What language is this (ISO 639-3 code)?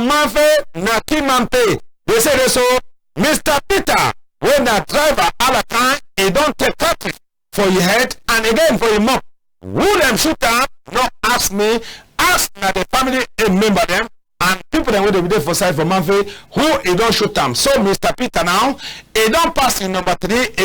wes